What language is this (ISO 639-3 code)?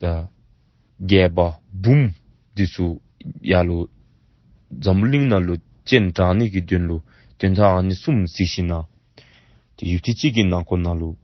dzo